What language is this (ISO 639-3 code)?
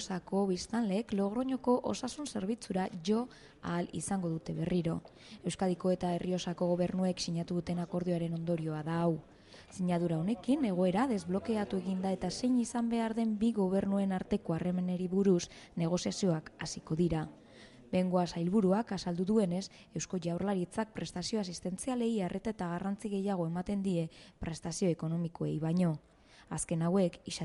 eus